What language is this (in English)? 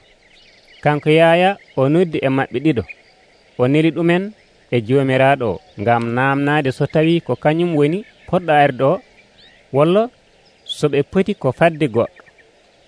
Nigerian Fulfulde